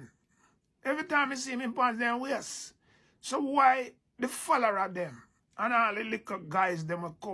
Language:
Jamaican Creole English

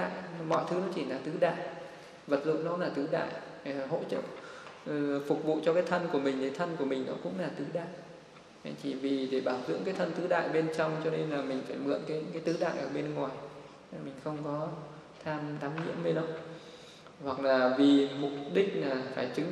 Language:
Vietnamese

